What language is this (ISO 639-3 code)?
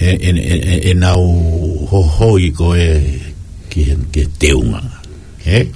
ton